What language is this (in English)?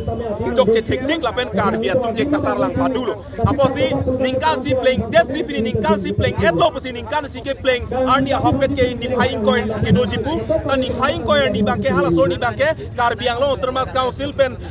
Karbi